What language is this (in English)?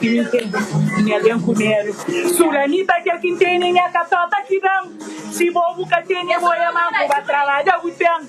Kabuverdianu